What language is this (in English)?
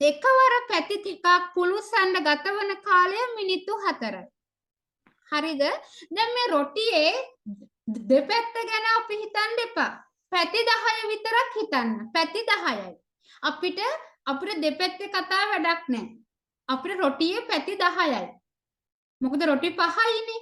Sinhala